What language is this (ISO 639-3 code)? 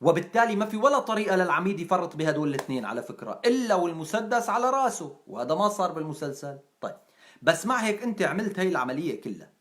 apc